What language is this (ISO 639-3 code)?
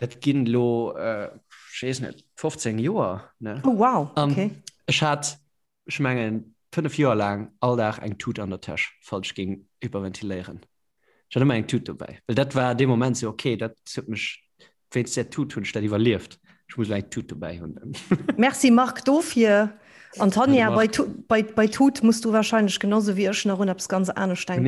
ltz